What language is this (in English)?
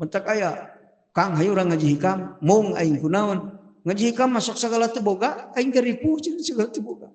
Sundanese